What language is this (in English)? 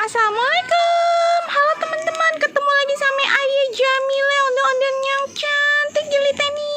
Betawi